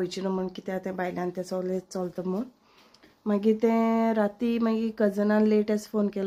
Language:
Konkani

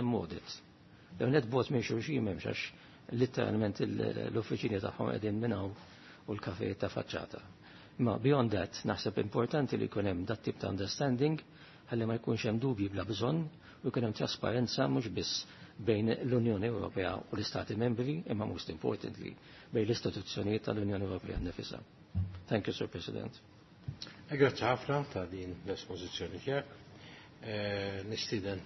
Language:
Maltese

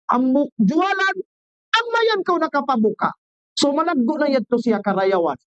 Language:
Tausug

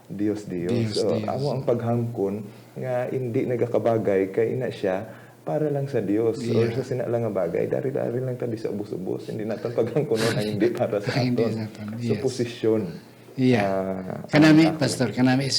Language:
Hiligaynon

